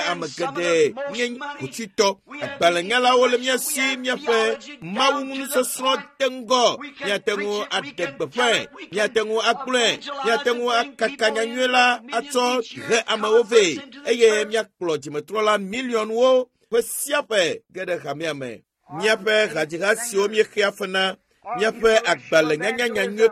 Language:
Ewe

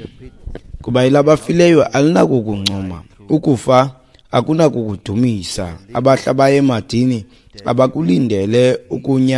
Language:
Xhosa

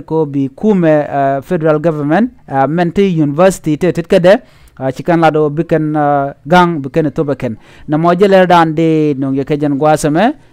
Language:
Nuer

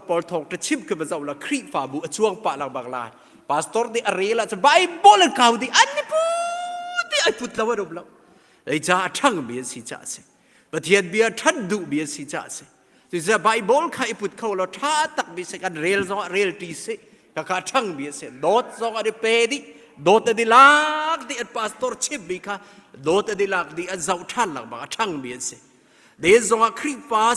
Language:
Hakha Chin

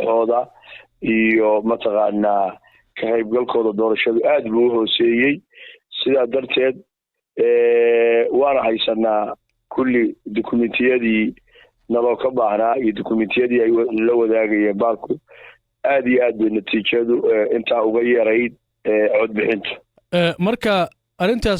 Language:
Somali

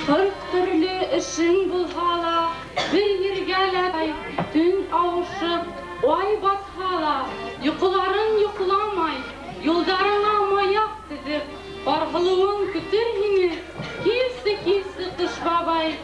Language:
Bashkir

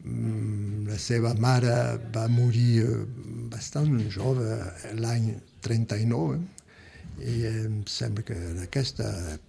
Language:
Catalan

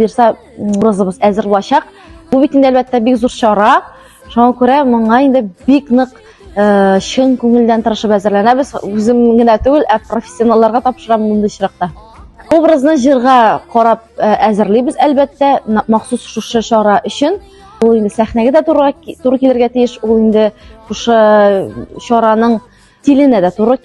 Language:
Tatar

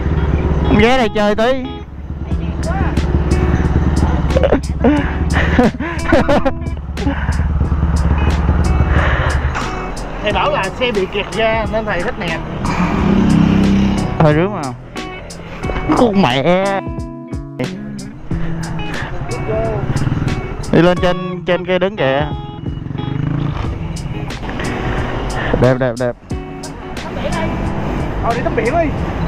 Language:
Vietnamese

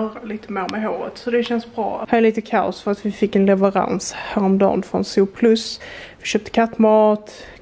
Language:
Swedish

